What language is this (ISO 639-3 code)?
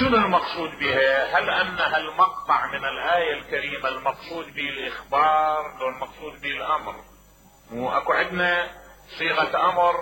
acm